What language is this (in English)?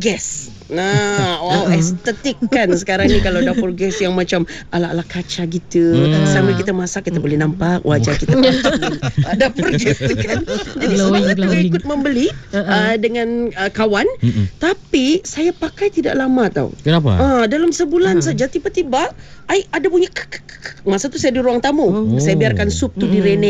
Malay